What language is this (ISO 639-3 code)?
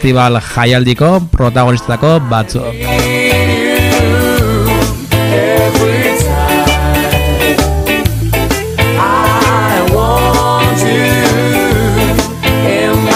eus